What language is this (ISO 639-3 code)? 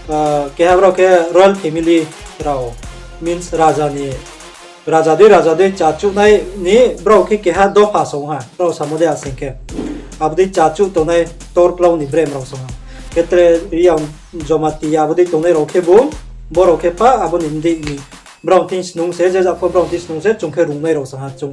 ria